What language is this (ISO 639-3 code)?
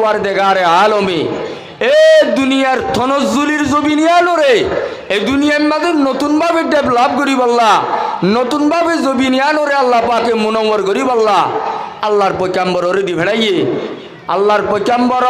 rhg